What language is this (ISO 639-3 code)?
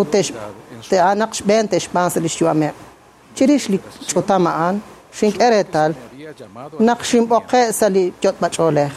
kek